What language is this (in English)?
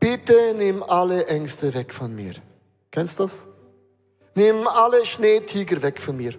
Swiss German